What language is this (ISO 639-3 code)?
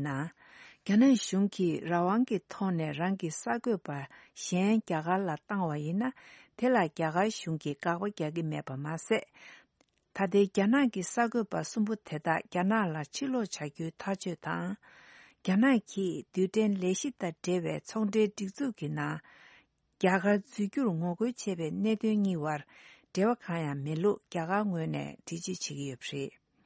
bod